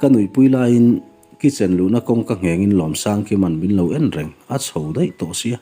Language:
Mizo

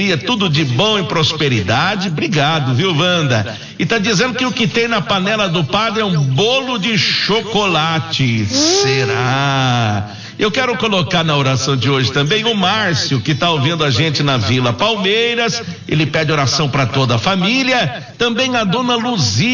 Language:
Portuguese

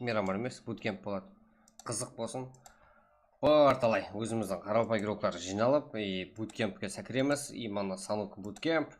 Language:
Kara-Kalpak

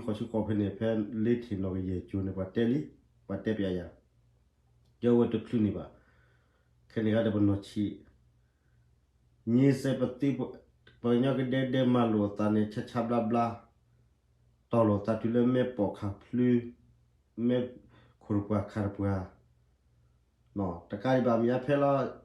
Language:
S'gaw Karen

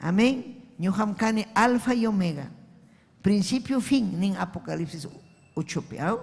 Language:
Ayacucho Quechua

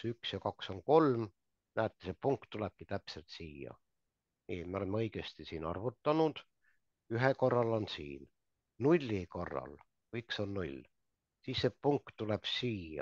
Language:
Estonian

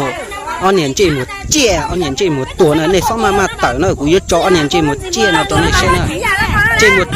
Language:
Hmong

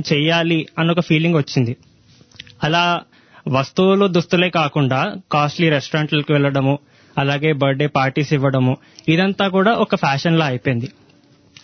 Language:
Telugu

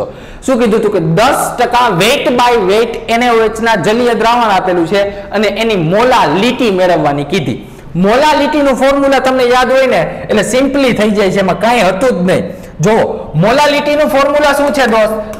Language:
Gujarati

